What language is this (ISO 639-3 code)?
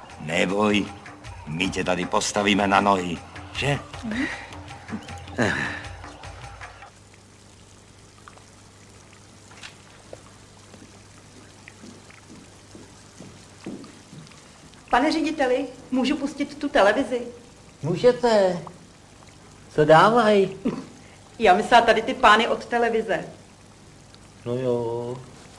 ces